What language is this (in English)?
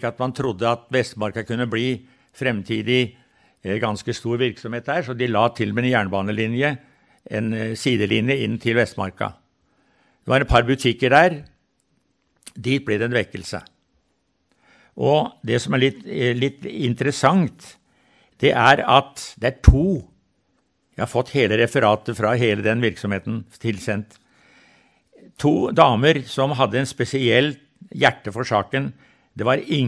Norwegian